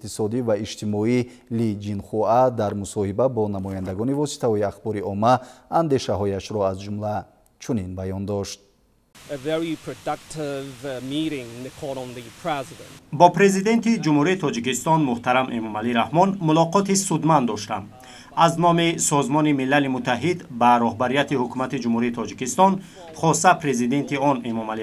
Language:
Tajik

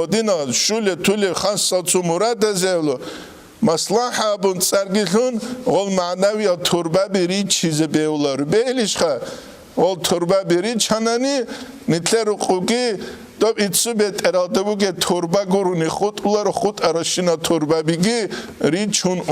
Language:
Avaric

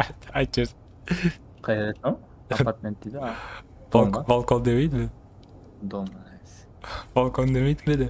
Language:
Kara-Kalpak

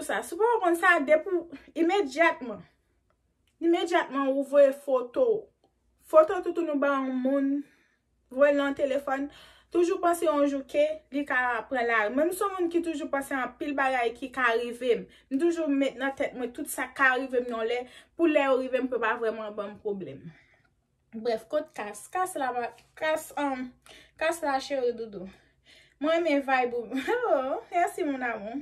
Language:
Haitian Creole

